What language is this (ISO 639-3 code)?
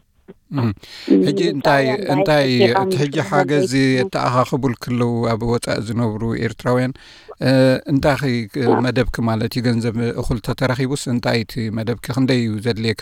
tir